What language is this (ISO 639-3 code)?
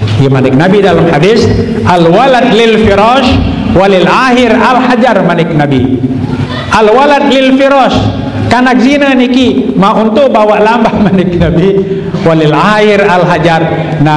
sas